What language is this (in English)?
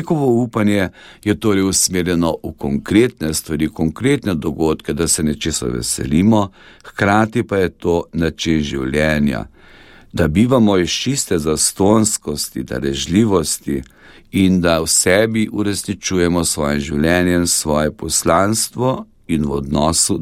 Slovenian